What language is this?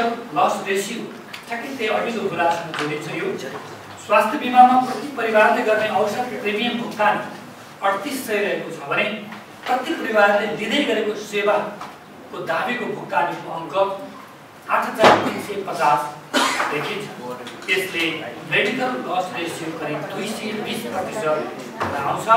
Nepali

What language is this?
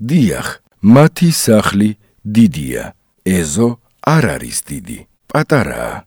Georgian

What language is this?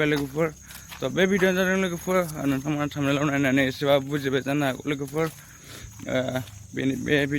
Bodo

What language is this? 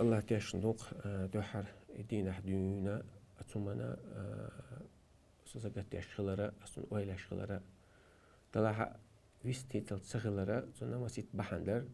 Chechen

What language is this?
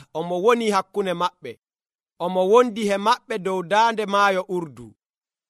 Nigerian Fulfulde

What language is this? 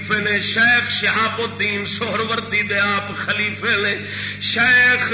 Saraiki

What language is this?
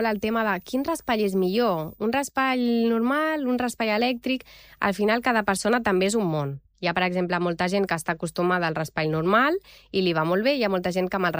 Catalan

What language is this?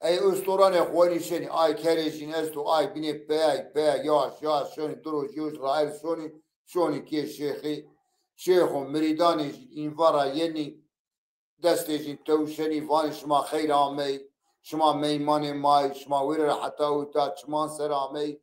Zaza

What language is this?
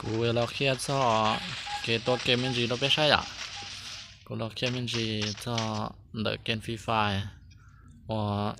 Hmong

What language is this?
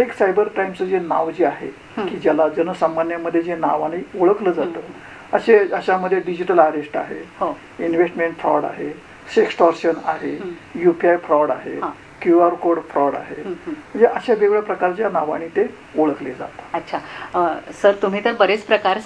Marathi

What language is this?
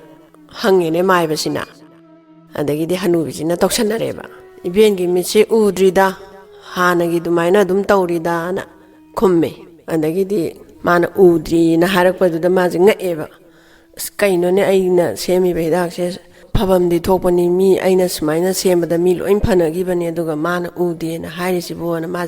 Manipuri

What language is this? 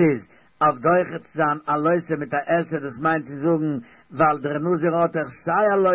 Yiddish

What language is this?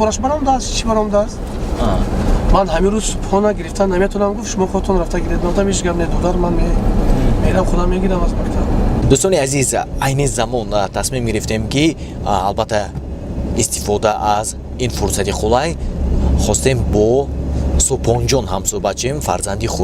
Tajik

